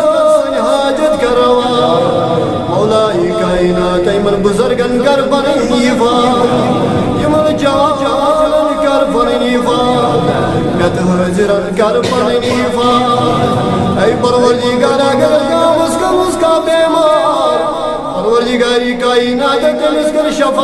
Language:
Kashmiri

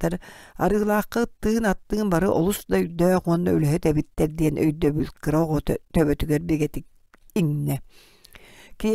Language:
Yakut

